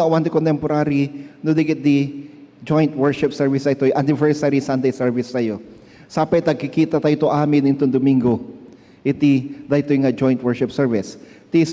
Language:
Iloko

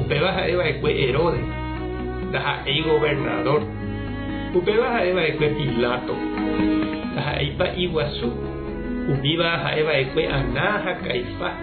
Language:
Guarani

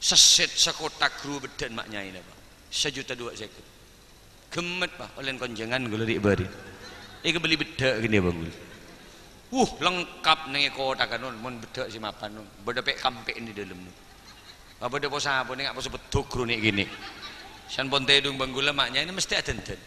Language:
Madurese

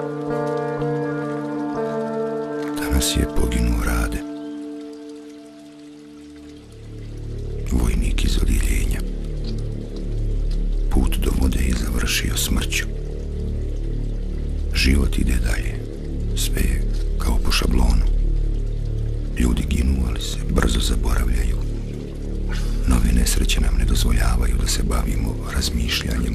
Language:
Bosnian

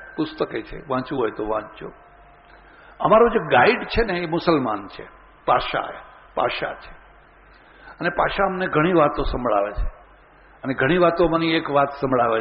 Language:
Gujarati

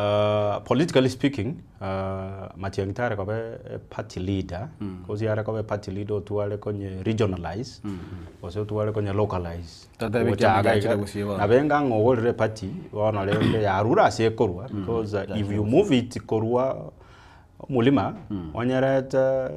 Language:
Gusii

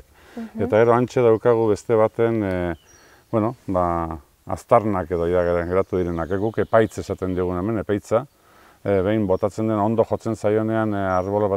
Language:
Basque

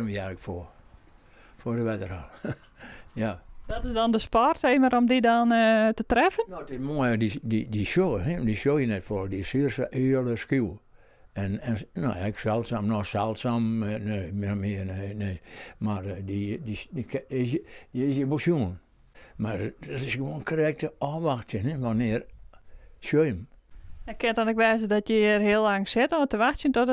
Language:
Western Frisian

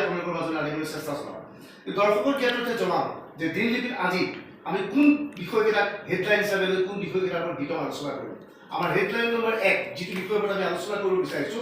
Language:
Assamese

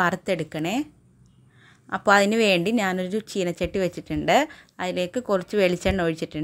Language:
Malayalam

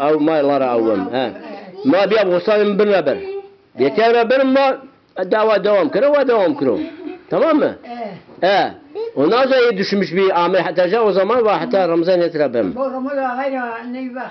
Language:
Zaza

